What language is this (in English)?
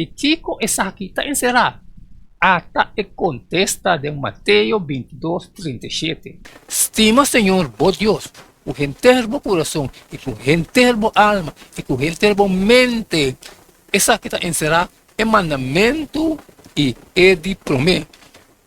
Papiamento